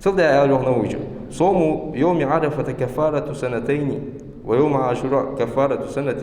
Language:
Ingush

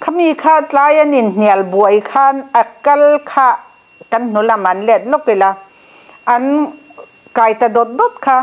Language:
Mizo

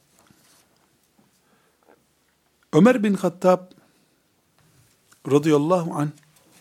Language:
Turkish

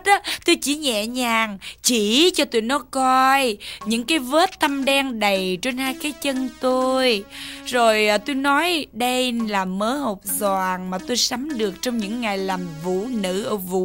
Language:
Vietnamese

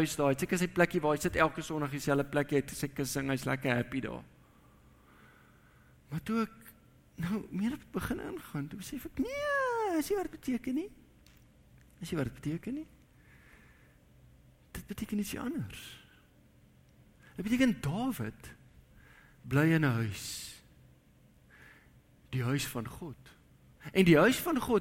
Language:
Afrikaans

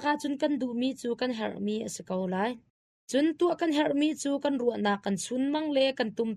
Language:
Hakha Chin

